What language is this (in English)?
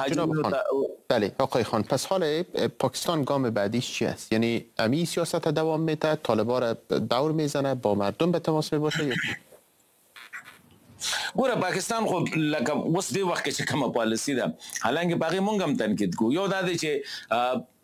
Persian